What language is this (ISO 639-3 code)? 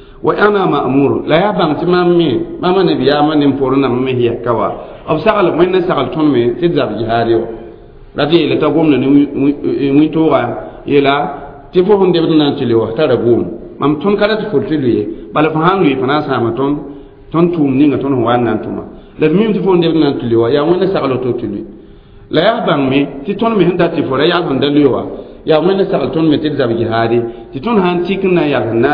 mos